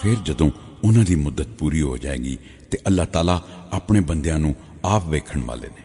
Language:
Western Panjabi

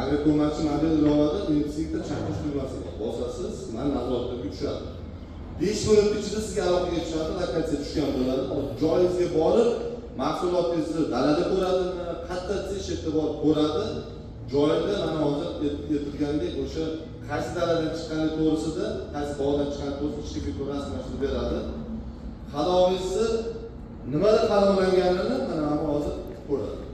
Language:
Uzbek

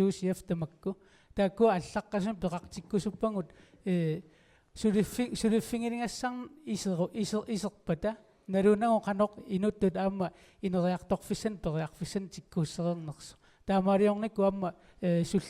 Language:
Kalaallisut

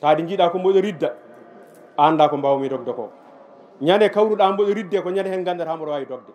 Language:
Fula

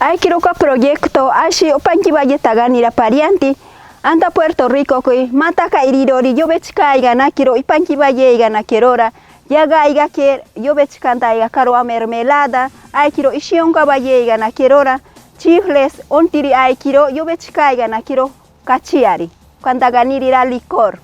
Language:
Machiguenga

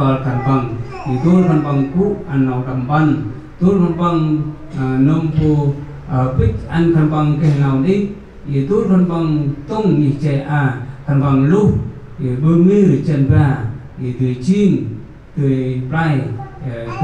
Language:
Central Mnong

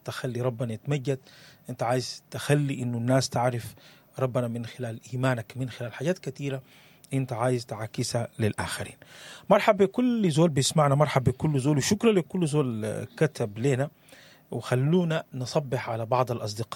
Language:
Sudanese Arabic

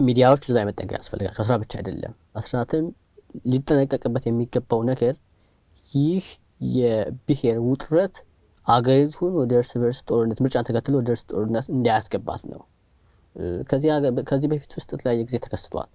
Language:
Amharic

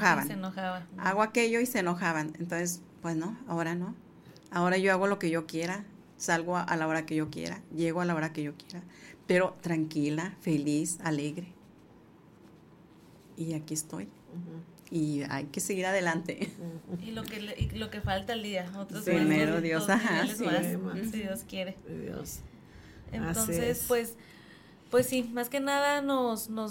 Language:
Spanish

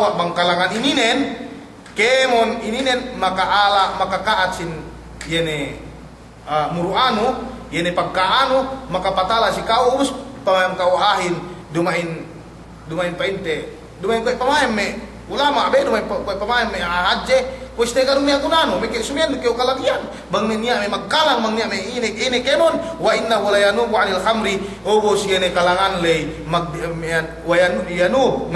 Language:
Yakan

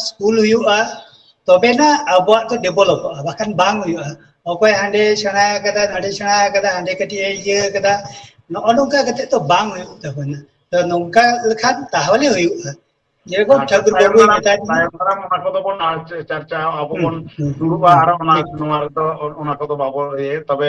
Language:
Santali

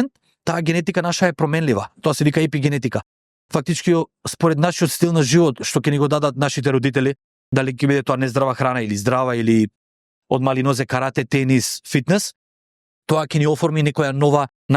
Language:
Macedonian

